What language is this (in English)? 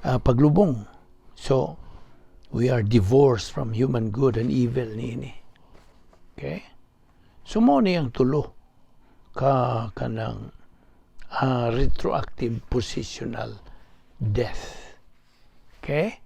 Cebuano